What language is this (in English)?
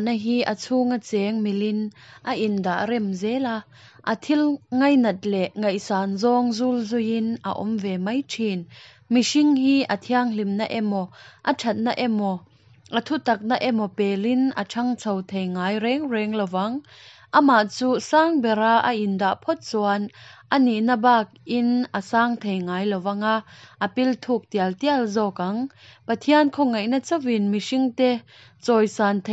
Mizo